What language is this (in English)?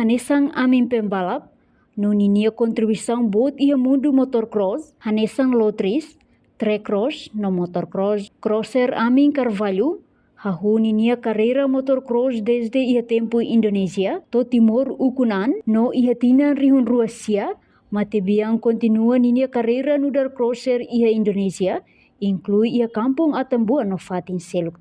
Tetum